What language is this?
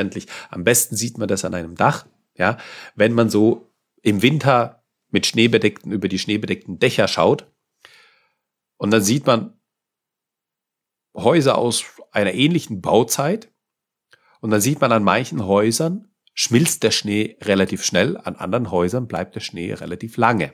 German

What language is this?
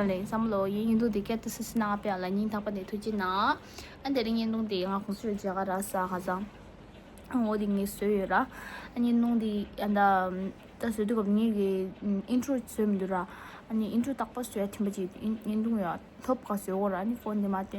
Tibetan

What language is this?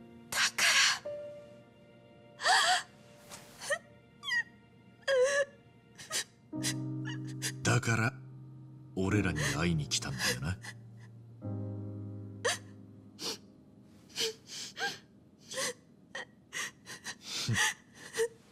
Japanese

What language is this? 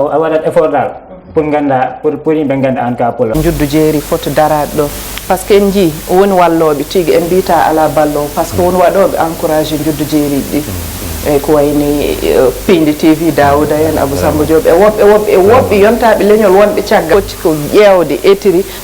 Fula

